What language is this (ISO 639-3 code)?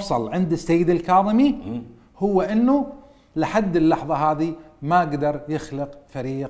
acm